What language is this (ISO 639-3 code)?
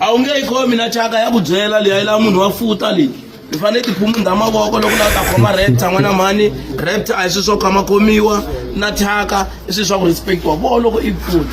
tso